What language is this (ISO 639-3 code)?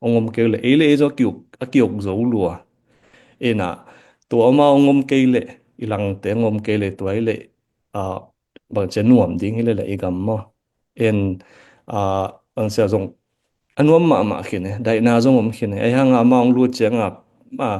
ctd